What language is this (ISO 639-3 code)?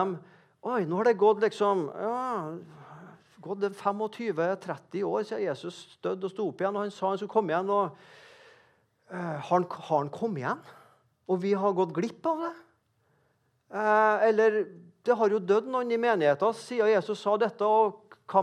nor